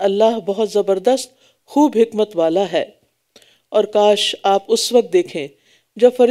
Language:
Urdu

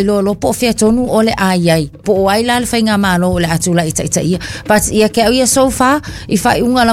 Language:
Samoan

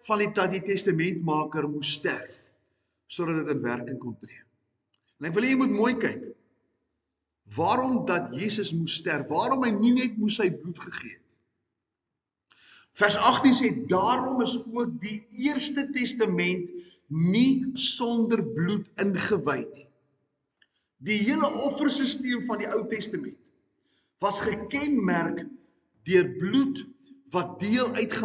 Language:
Afrikaans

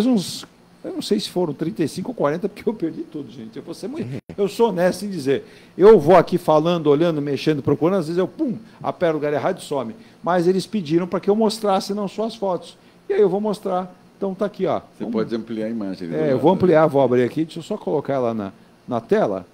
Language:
Portuguese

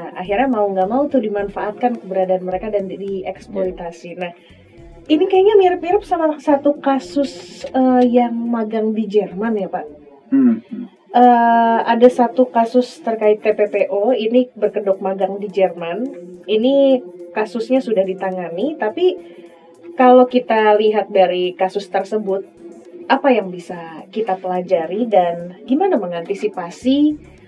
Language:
Indonesian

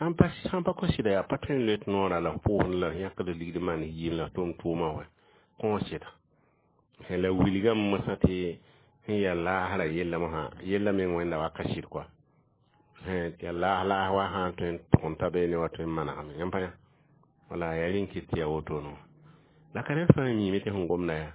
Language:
Mossi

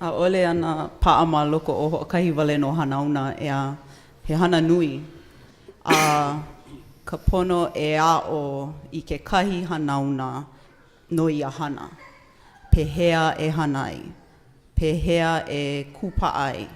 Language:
Hawaiian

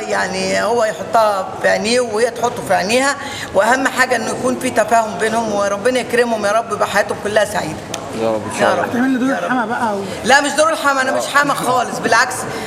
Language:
Egyptian Arabic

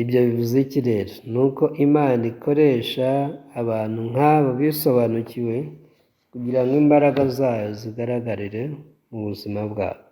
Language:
Kinyarwanda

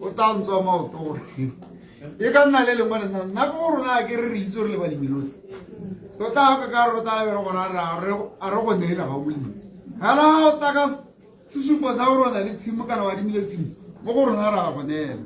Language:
Tswana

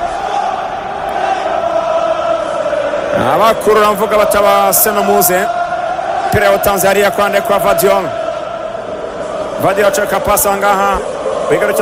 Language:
Kinyarwanda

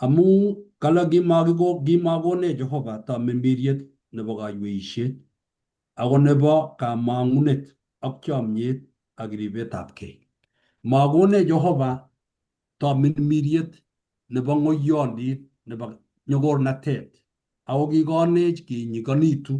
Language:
Kalenjin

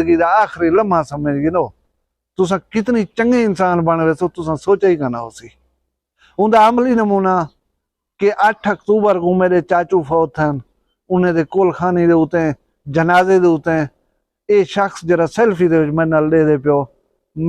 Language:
Saraiki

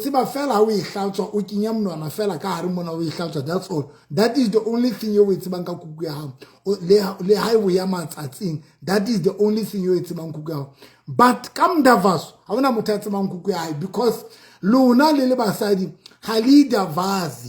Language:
Southern Sotho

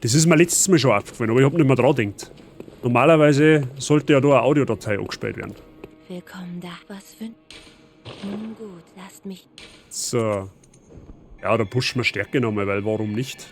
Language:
Bavarian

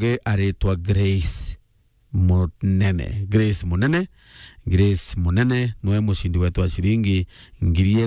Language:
Meru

